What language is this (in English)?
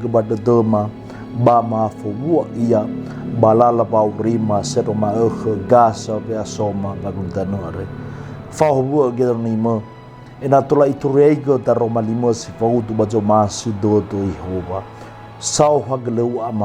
Nias